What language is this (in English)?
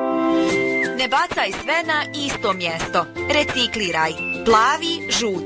Bosnian